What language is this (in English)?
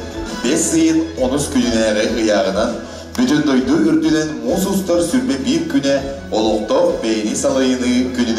Yakut